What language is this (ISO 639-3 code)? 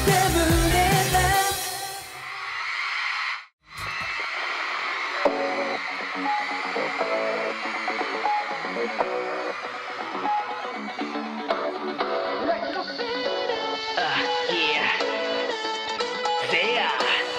kor